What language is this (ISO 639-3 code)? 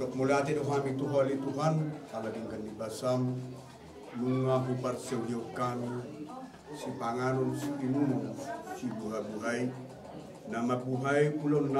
bbc